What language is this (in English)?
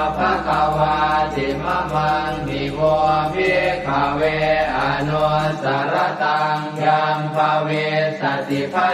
Pali